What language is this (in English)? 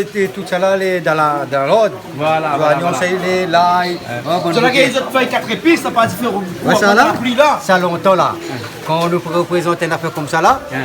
Réunion Creole French